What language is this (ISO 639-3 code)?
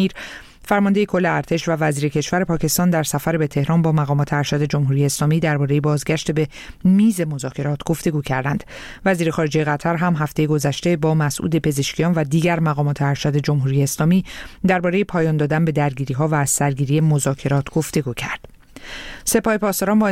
fas